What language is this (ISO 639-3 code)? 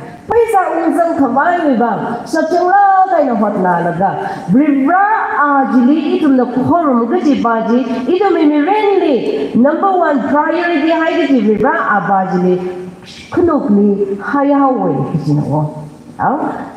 nmf